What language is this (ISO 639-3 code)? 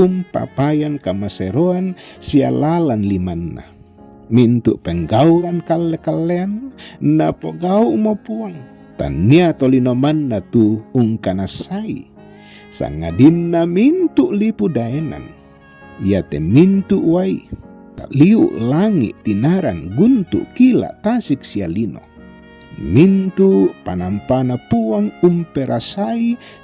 sda